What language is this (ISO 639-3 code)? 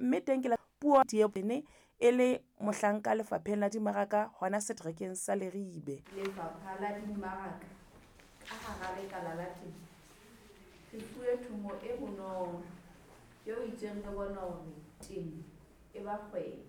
sot